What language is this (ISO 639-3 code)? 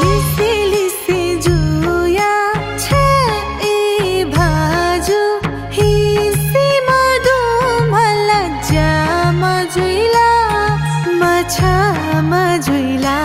new